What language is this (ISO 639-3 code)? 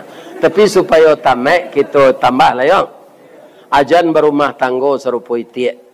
min